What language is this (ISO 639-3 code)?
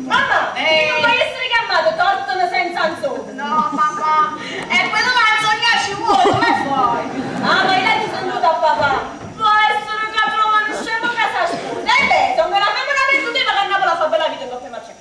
nap